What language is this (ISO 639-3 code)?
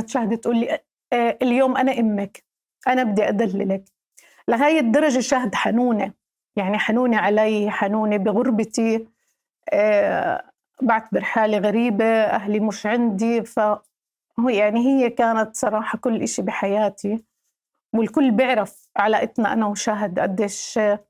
apc